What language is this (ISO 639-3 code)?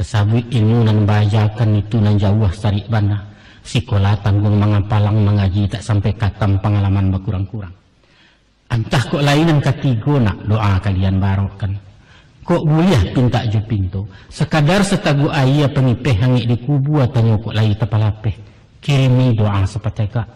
min